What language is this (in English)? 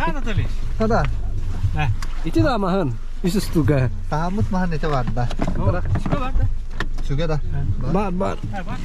Yakut